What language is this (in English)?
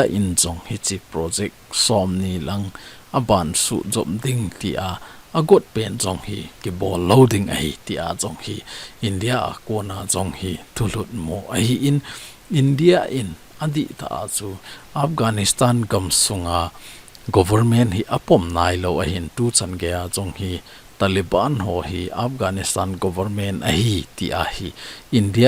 Thado Chin